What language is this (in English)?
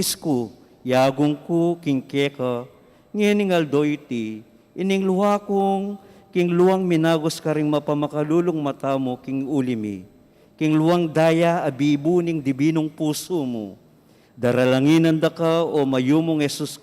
Pampanga